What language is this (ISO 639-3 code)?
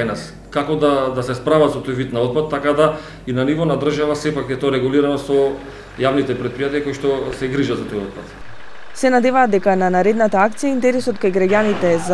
mkd